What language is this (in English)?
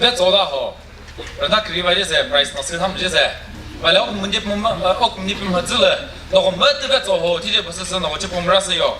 Chokri Naga